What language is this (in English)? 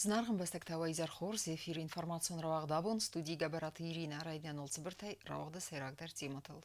Ossetic